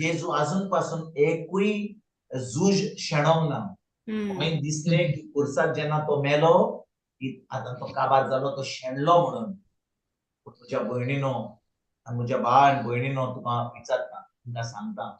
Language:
Konkani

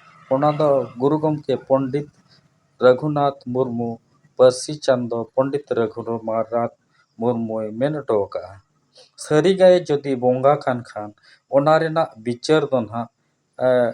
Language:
Santali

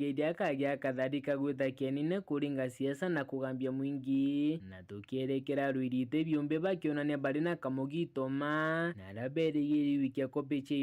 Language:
Meru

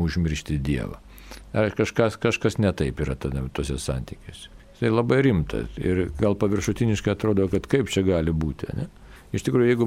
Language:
Lithuanian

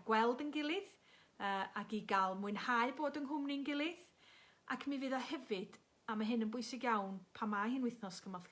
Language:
Welsh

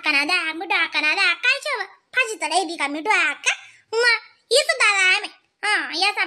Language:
Khandesi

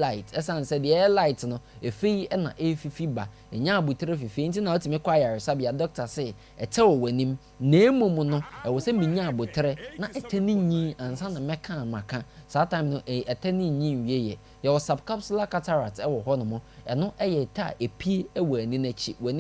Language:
Akan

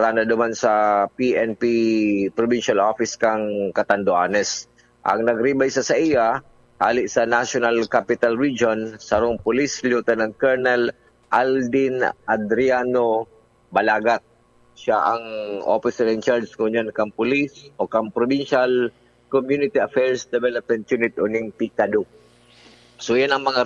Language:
Bikol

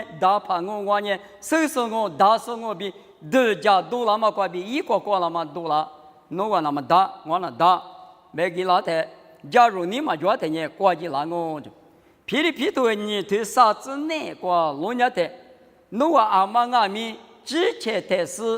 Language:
Lisu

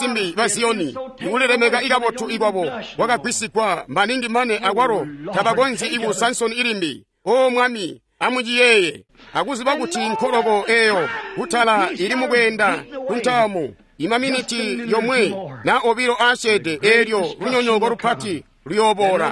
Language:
Tonga (Zambia)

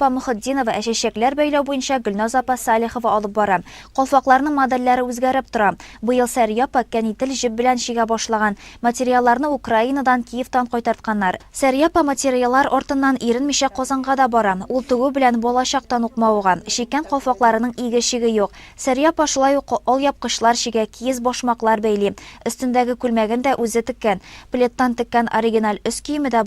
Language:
Tatar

